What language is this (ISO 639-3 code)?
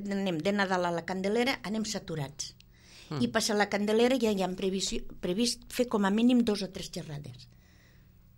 cat